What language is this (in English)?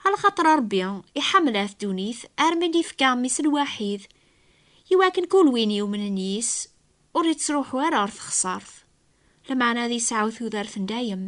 Kabyle